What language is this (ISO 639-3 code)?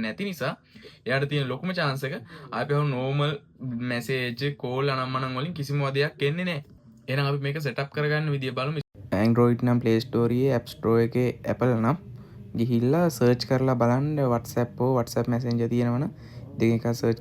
sin